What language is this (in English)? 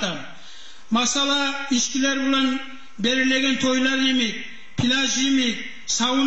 Kumyk